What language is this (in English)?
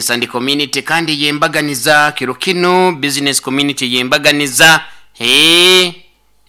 Nyoro